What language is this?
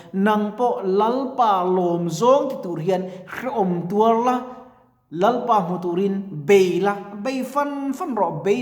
Mizo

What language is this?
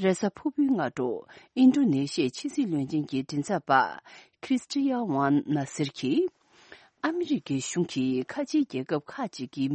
Tibetan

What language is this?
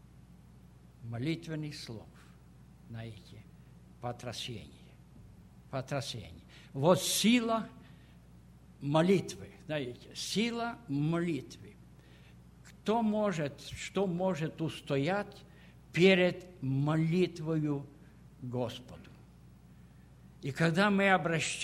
Russian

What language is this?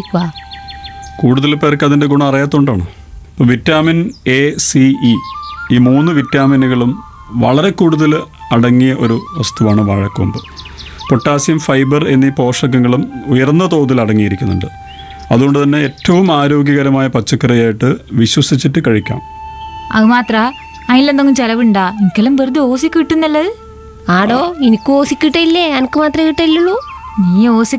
Malayalam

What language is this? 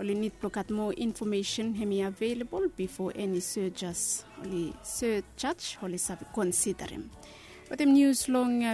Bislama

